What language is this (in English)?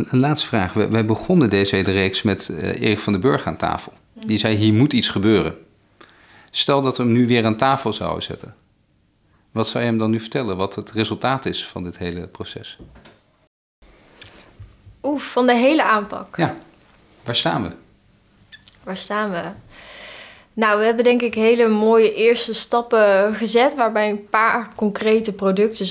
Dutch